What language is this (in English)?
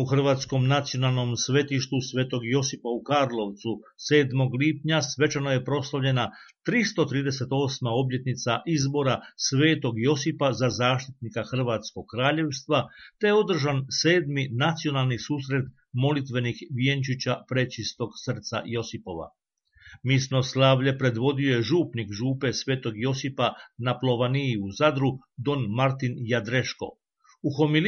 Croatian